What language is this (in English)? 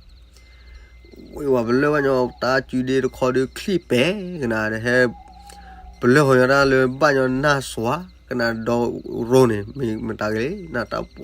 S'gaw Karen